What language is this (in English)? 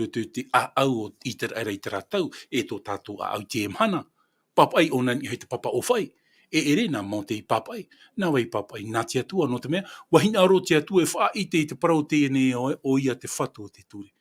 Tahitian